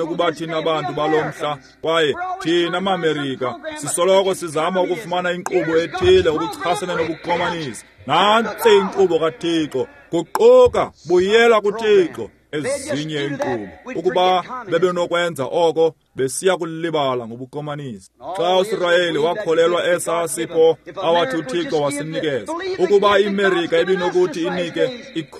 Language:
Xhosa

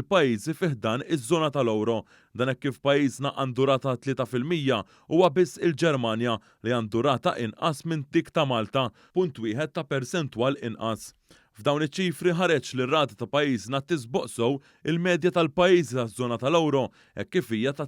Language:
Maltese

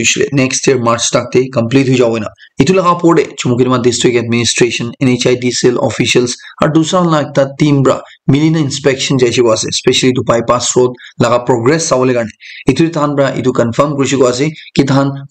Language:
Naga Pidgin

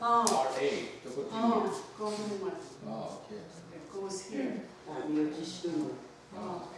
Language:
Mohawk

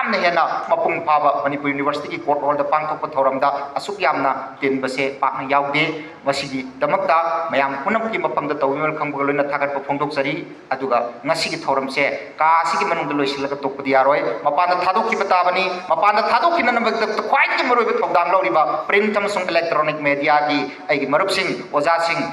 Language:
Manipuri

